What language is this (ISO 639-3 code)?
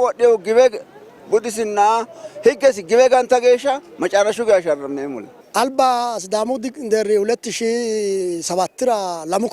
sid